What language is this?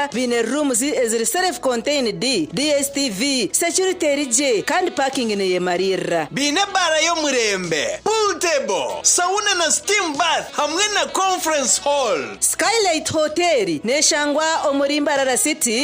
Nyankole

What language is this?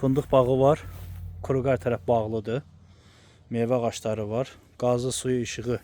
Azerbaijani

